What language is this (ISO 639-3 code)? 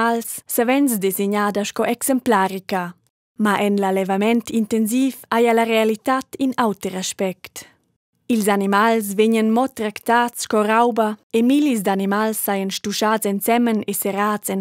roh